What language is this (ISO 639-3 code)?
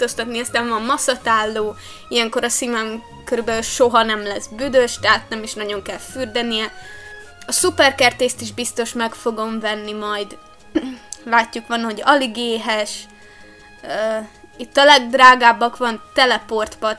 hun